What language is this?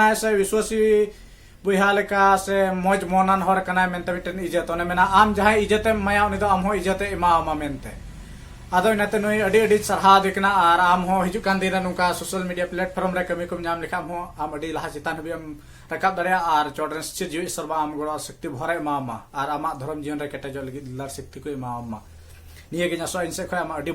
Santali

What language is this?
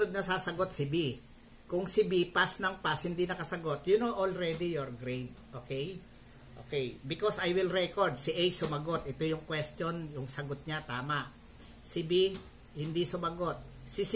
Filipino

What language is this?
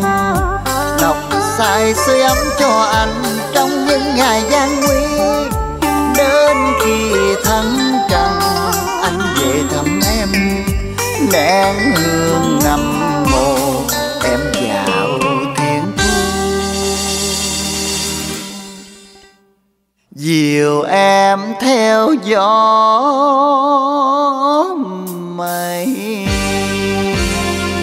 Vietnamese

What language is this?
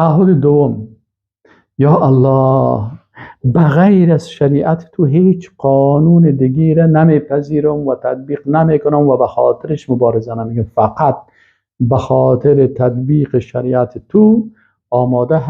Persian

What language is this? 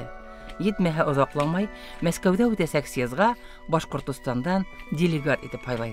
Bashkir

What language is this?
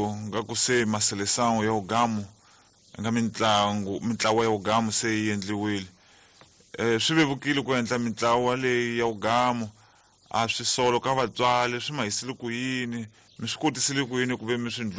Tsonga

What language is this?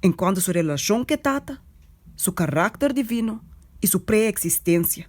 Papiamento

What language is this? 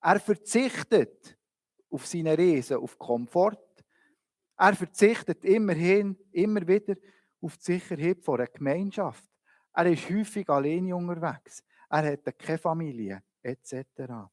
Swiss German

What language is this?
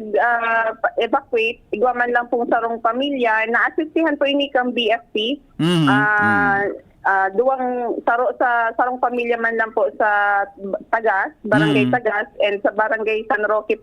Bikol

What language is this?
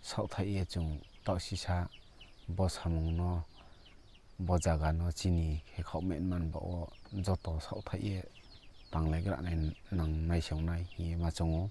Riang (India)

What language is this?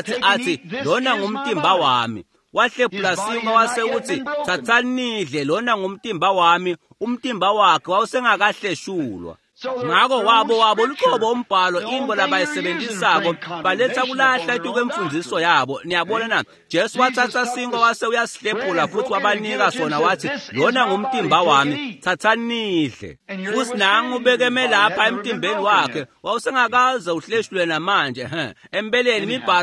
Swati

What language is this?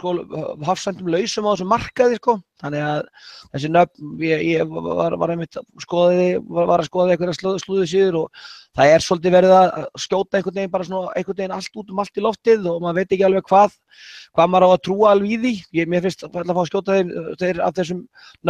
Icelandic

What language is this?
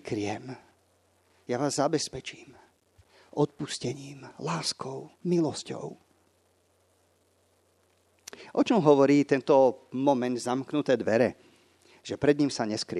Slovak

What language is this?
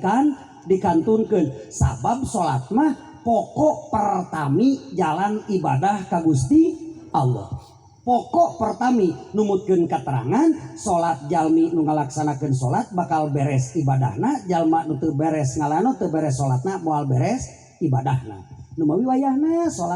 Sundanese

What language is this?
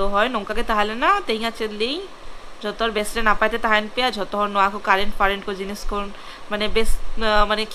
Santali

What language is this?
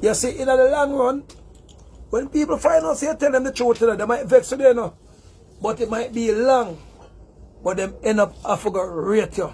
Jamaican Creole English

